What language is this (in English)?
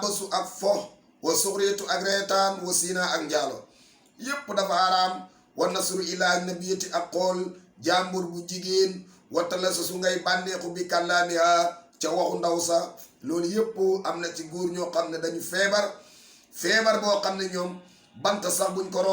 Wolof